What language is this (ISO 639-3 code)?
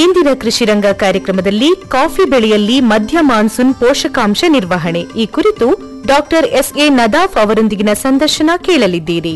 kan